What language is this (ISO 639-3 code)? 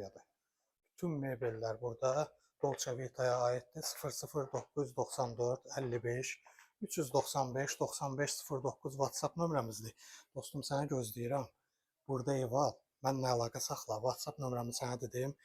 aze